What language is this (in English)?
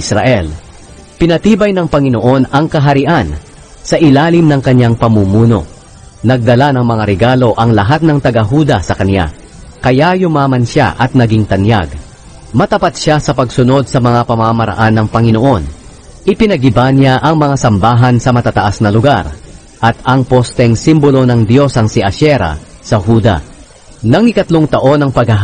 Filipino